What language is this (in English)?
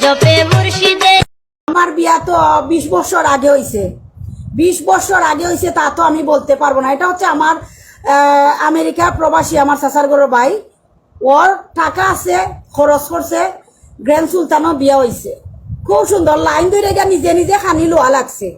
Sylheti